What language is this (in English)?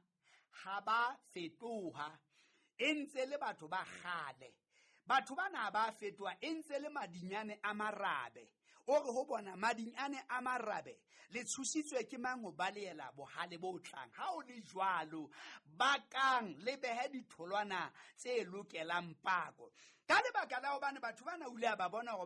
Southern Sotho